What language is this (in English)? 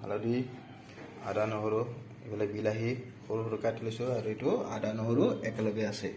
Assamese